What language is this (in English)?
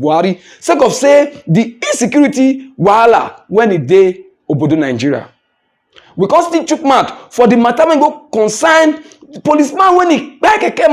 Nigerian Pidgin